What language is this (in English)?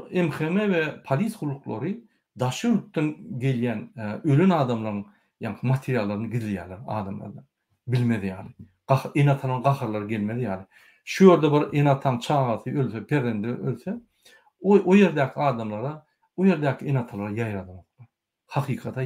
Turkmen